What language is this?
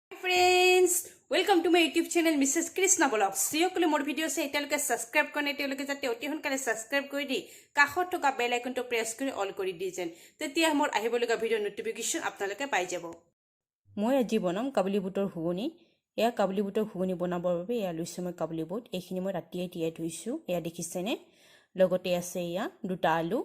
Assamese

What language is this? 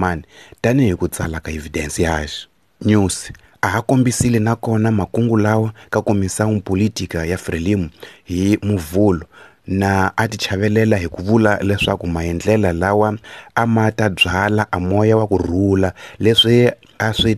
Tsonga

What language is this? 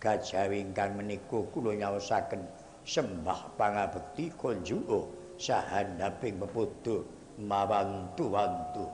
Javanese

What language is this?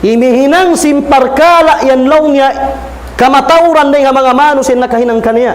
Tausug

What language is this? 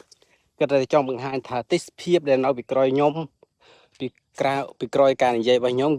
Khmer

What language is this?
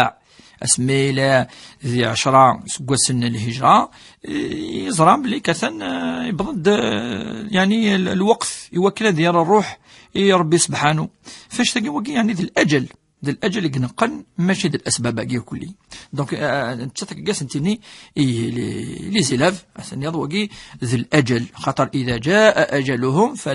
Kabyle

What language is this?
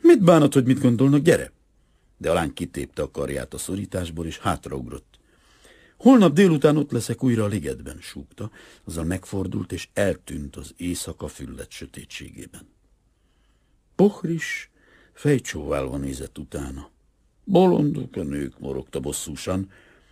Hungarian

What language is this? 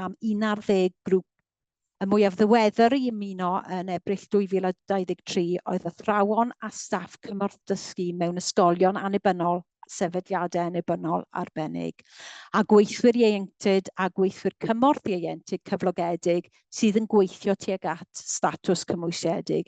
Welsh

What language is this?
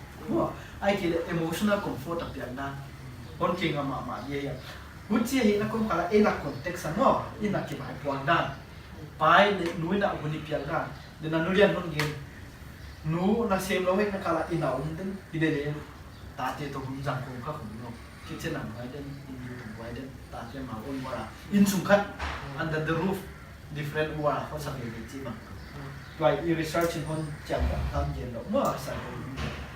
Paite Chin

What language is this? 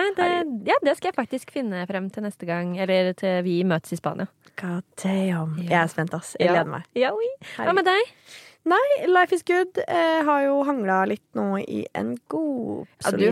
Norwegian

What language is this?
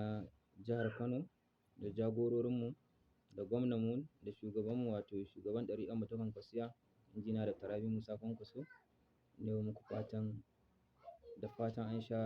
Hausa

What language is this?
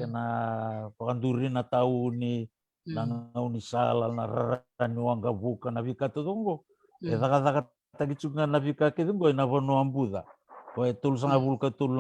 Fijian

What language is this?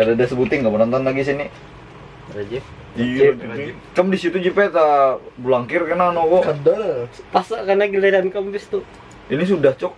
Banjar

